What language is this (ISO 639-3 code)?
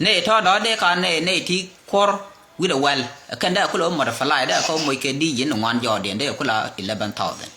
nus